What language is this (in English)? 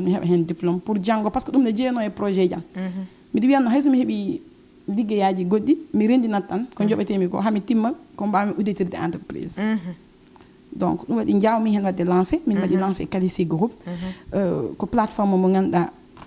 Fula